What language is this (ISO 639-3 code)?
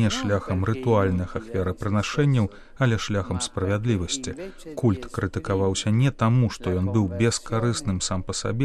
bel